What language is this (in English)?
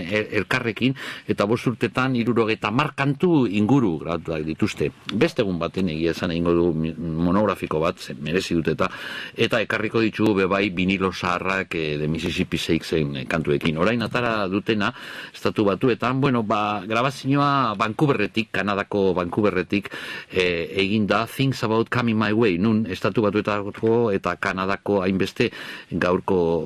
Basque